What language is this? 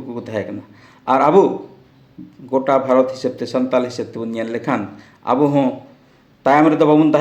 Santali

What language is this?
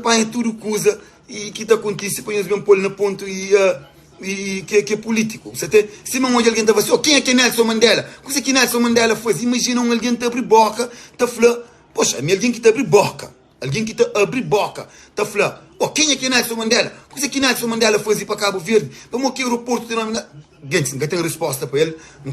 Kabuverdianu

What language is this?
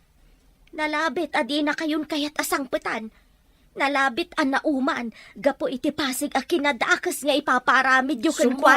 Iloko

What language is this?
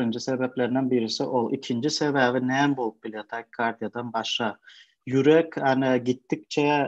Turkmen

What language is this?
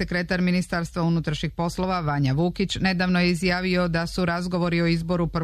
Serbian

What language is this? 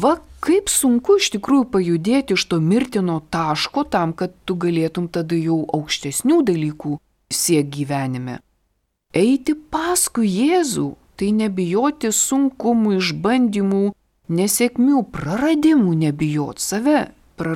Lithuanian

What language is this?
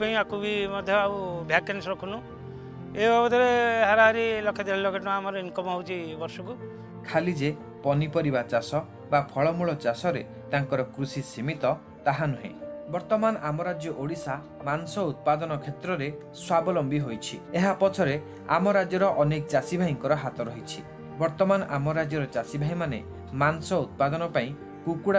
Odia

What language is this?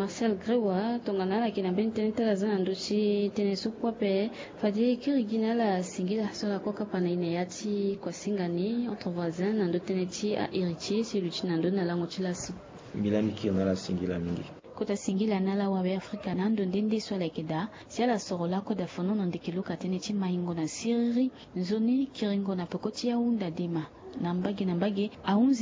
Sango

